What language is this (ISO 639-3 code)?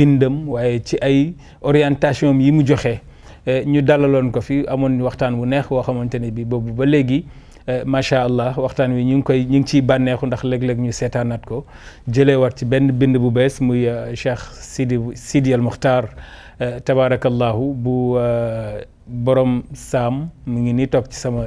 wol